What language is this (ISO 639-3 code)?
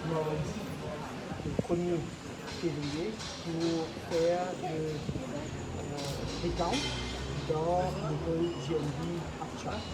mfe